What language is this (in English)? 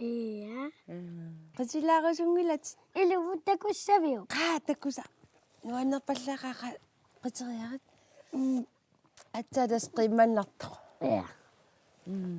Kalaallisut